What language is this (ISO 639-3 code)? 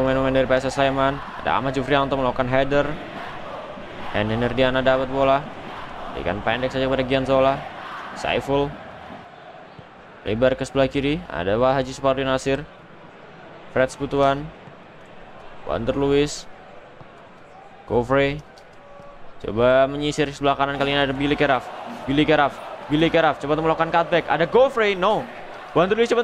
ind